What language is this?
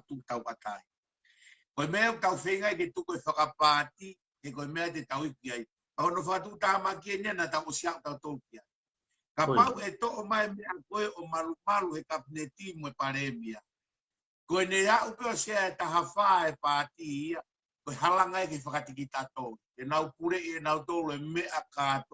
Tongan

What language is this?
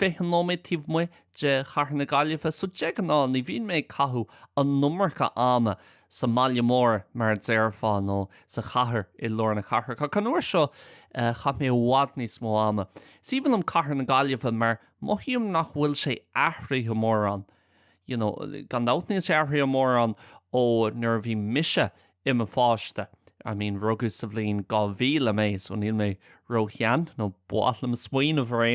Irish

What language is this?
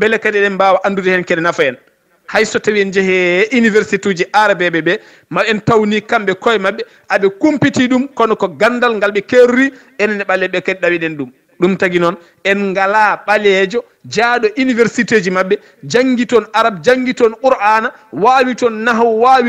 Fula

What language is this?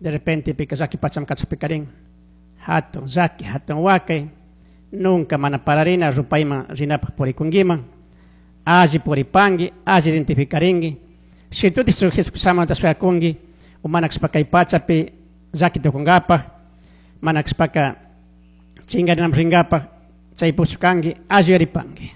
Chimborazo Highland Quichua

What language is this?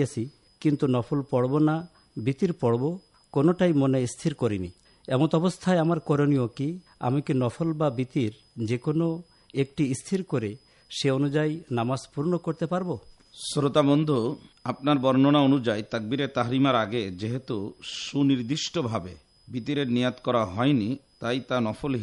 Bangla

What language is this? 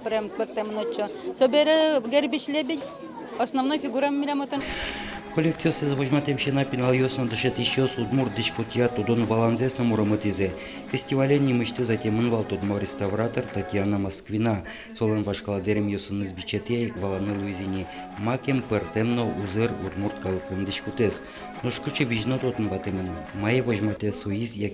Udmurt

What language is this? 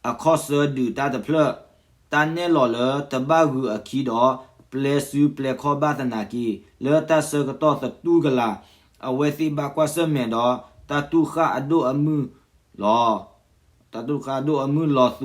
S'gaw Karen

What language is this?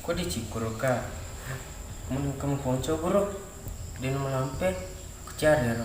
Buginese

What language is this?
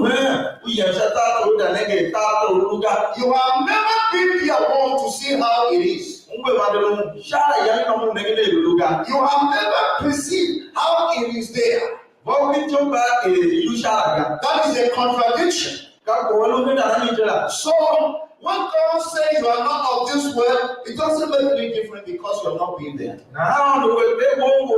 Tiv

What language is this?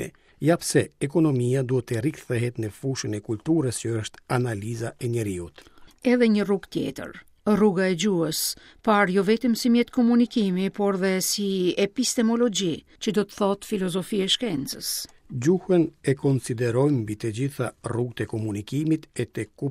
Albanian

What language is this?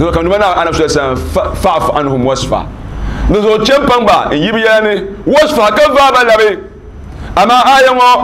Dagbani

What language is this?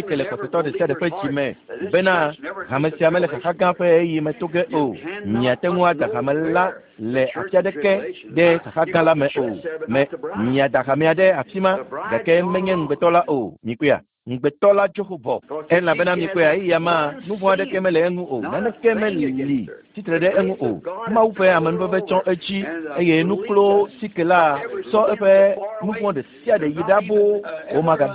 Ewe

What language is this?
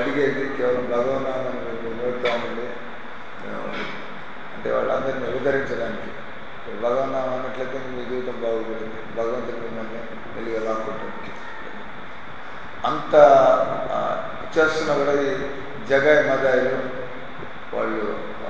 Telugu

